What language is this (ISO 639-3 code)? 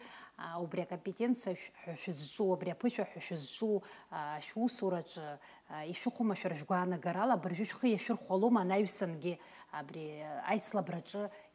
abk